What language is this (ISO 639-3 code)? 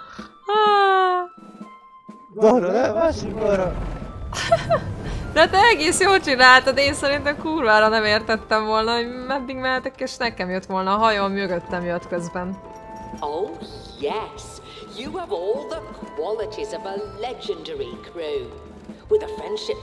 hun